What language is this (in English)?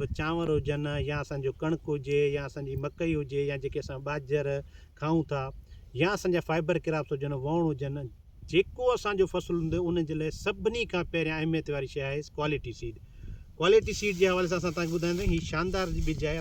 Sindhi